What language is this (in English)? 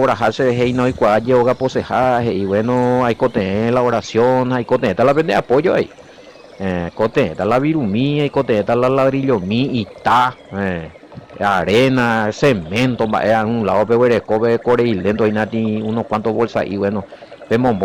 Guarani